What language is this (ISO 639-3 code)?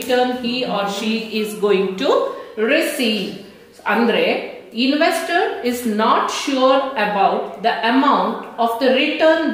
kan